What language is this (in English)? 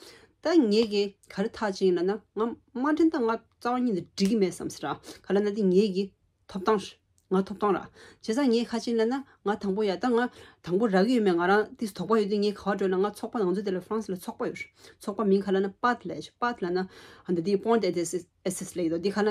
Tibetan